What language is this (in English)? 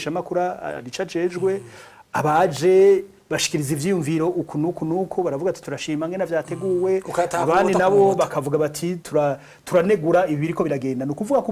Rundi